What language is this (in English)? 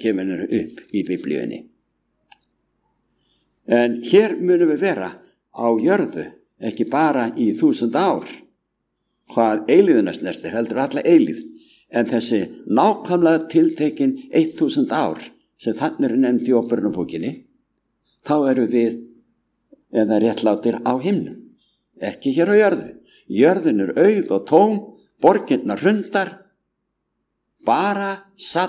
Icelandic